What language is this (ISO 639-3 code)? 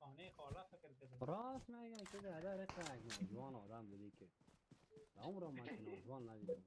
fas